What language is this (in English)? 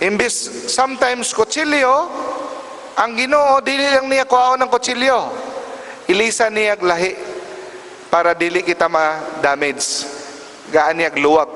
Cebuano